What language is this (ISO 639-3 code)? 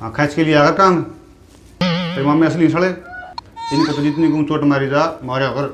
bgc